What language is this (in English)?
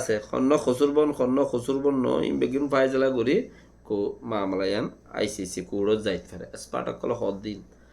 Rohingya